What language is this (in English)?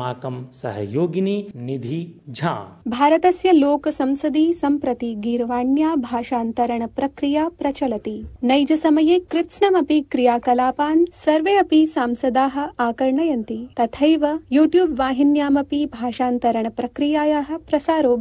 Sanskrit